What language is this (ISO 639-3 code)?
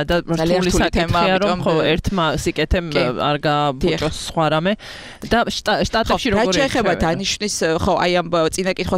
kat